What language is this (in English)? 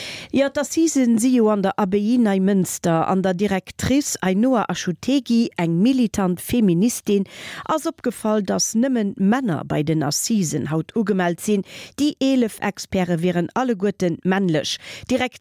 Luxembourgish